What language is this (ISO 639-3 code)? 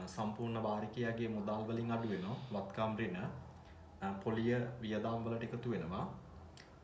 sin